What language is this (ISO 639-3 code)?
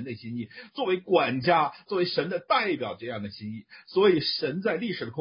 zho